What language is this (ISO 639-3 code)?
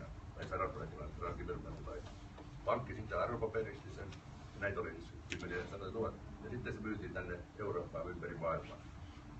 fin